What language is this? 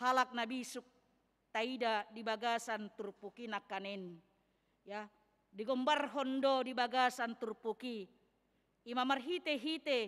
Batak Toba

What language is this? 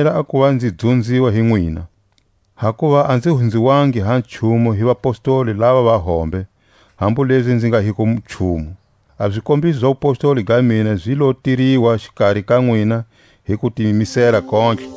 Tswa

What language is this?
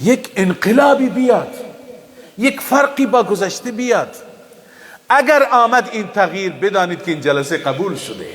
Persian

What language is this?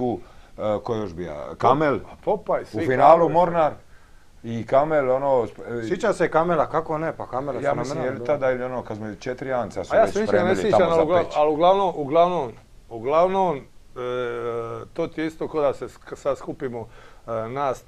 Croatian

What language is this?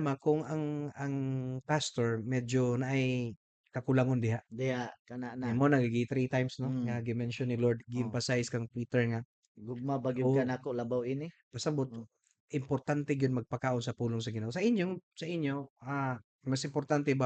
Cebuano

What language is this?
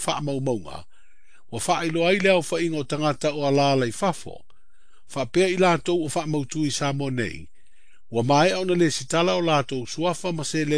Samoan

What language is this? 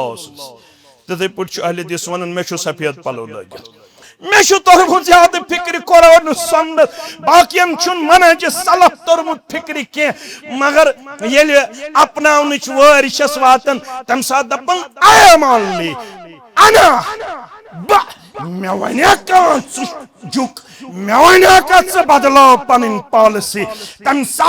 Kashmiri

